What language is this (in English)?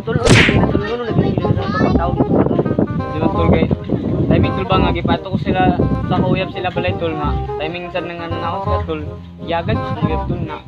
Cebuano